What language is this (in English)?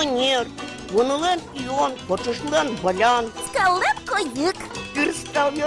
Udmurt